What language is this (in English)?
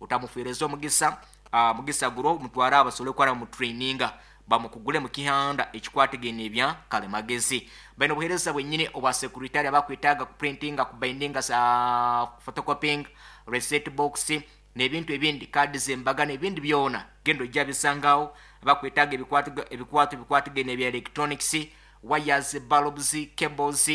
Nyankole